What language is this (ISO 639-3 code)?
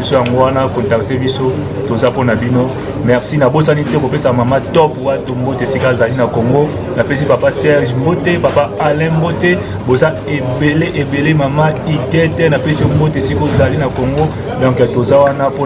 lin